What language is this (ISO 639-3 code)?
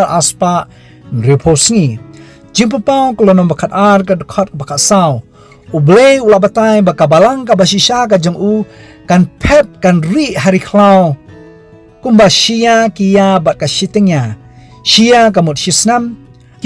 kha